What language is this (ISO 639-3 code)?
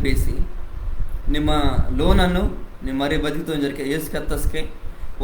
kff